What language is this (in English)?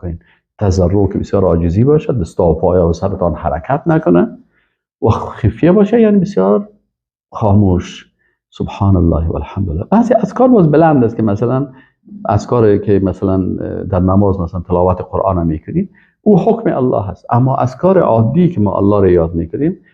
Persian